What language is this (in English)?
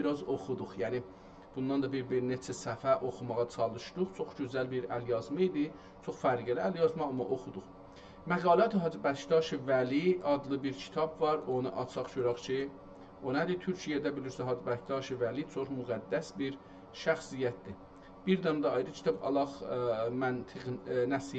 South Azerbaijani